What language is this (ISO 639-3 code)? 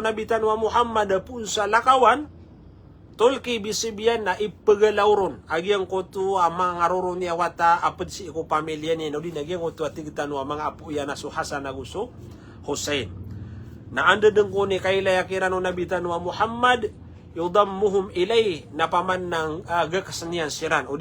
mrw